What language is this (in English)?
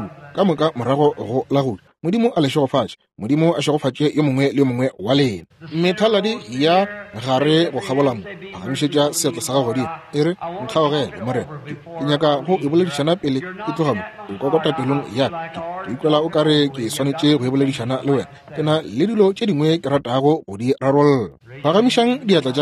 Northern Sotho